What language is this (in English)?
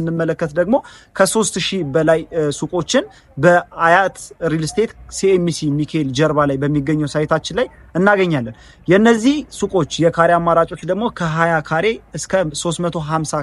Amharic